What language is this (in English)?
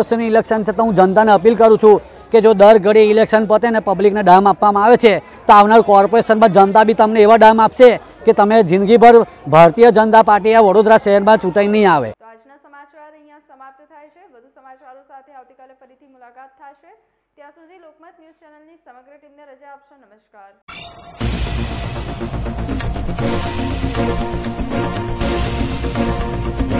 Gujarati